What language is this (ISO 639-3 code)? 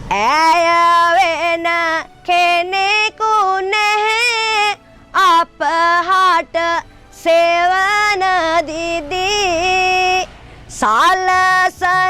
sin